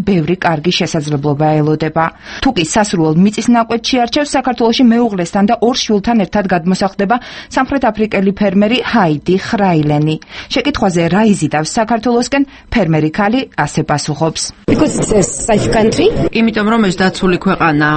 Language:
Georgian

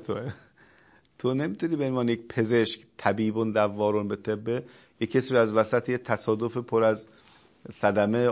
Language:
Persian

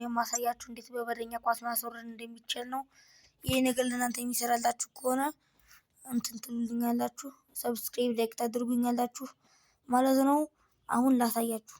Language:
Amharic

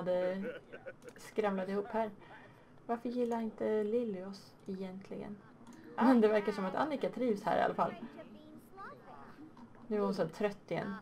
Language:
Swedish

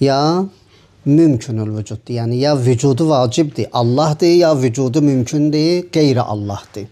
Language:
Azerbaijani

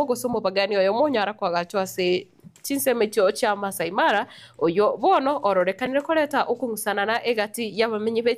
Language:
Gusii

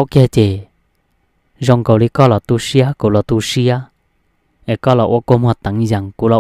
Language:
Hmong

